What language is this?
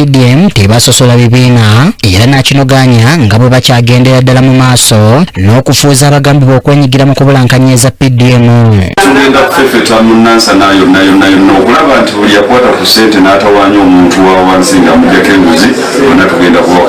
Ganda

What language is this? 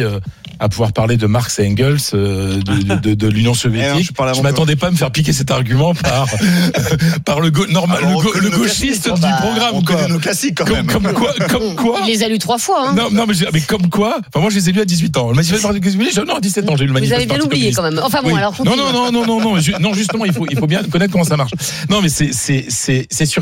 French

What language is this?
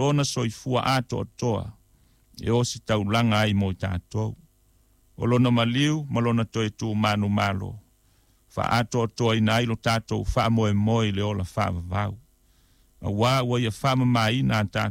Samoan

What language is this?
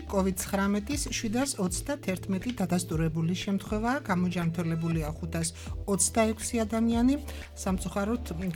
Georgian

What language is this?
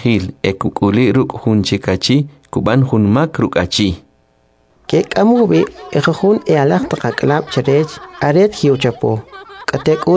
Kʼicheʼ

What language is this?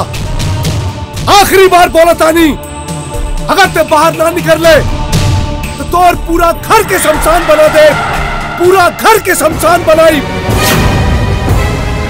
Bhojpuri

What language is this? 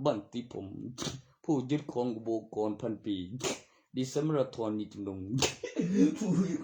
Lao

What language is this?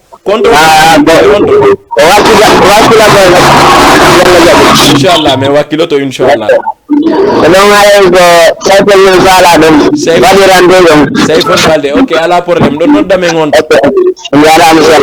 Fula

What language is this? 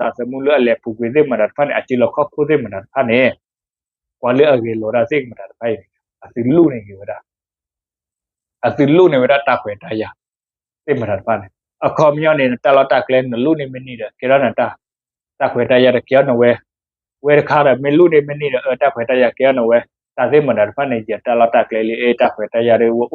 S'gaw Karen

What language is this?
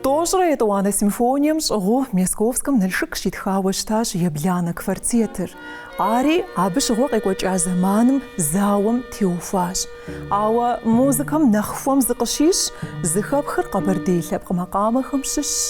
Kabardian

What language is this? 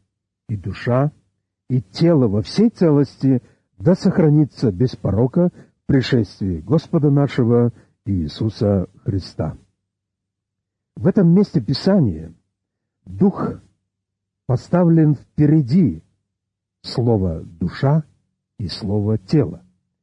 Russian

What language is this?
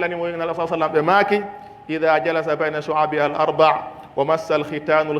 Pular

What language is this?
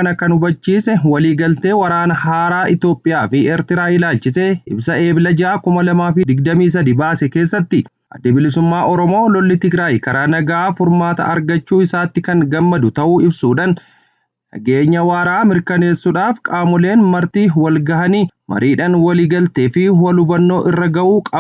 Oromo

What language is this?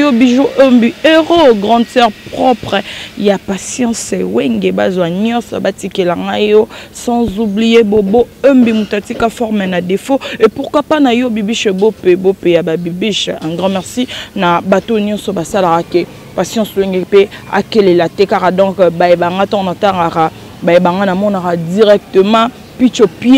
Lingala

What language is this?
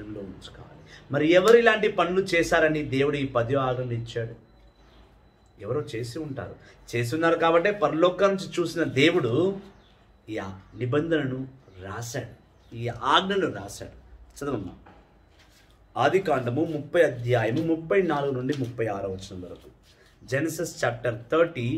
Telugu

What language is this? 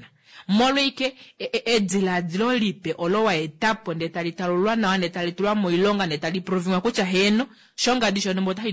Kuanyama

